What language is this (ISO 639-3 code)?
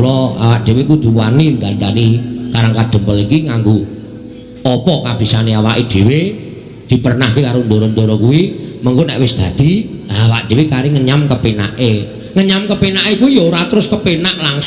jav